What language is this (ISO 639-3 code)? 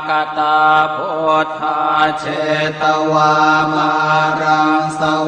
pli